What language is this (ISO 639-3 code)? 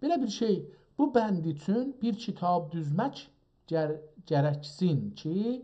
azb